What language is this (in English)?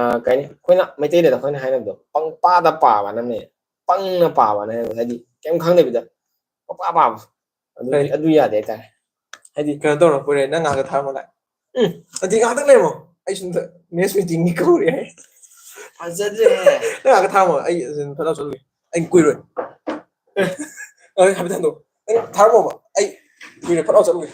Manipuri